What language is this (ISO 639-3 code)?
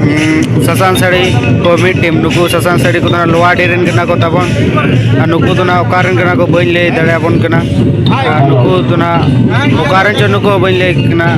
sat